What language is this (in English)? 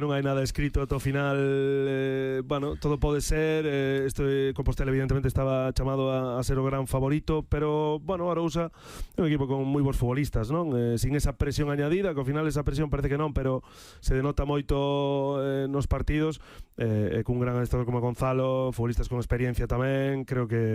Galician